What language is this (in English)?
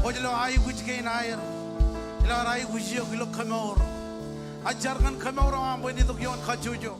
Marshallese